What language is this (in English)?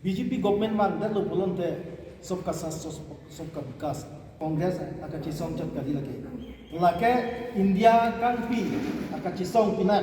Karbi